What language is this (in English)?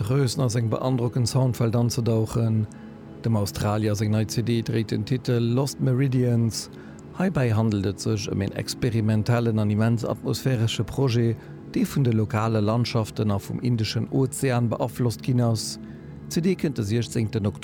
Luxembourgish